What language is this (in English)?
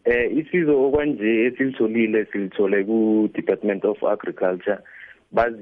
South Ndebele